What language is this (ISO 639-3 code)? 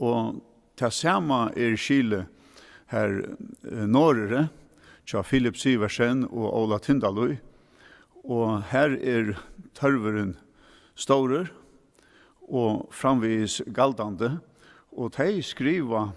fao